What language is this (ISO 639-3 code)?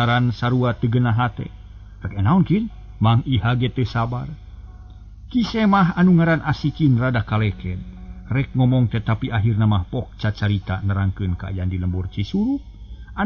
sun